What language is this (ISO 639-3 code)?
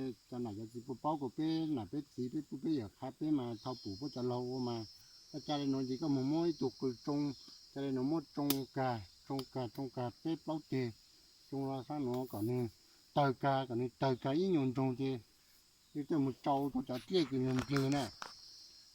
hmn